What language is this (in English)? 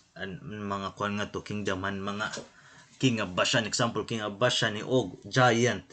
Waray